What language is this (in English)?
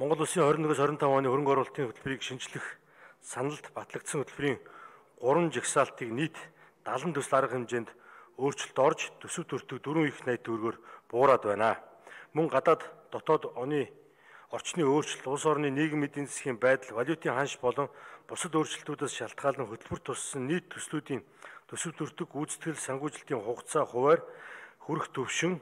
Mongolian